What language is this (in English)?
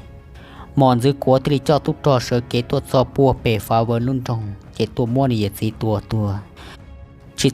Hmong